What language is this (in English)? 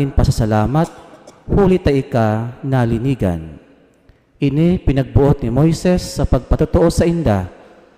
Bikol